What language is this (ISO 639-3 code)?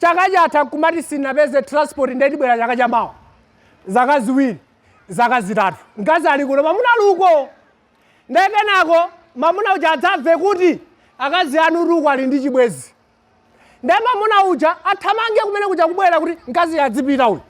nya